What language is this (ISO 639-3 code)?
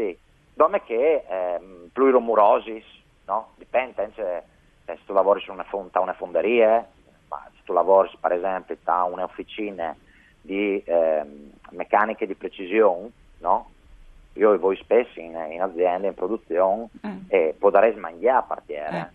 fur